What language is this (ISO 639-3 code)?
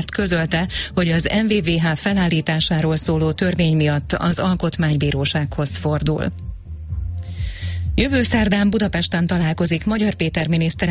hun